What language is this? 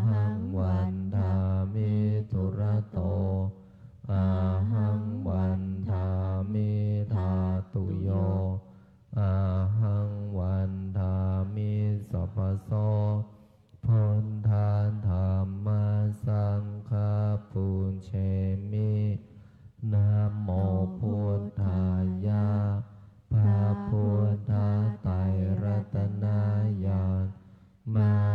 Pali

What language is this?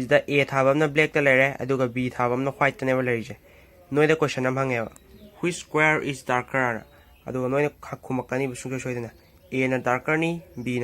Manipuri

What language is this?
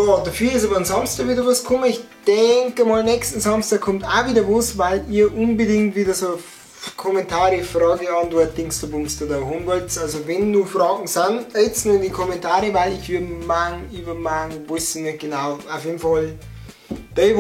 Bavarian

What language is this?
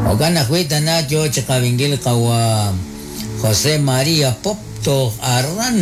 Kekchí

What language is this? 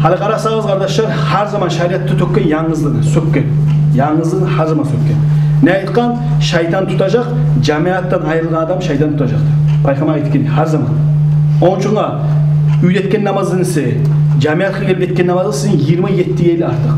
Kumyk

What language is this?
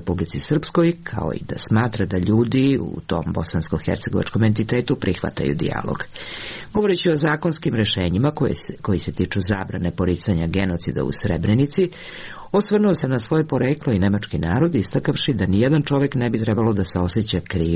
Serbian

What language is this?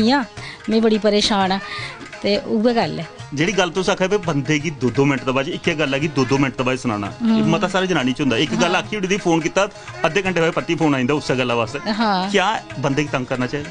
Dogri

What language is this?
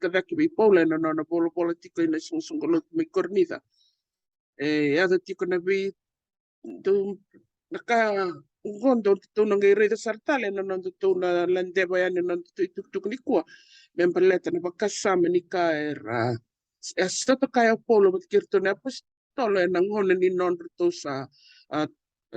Fijian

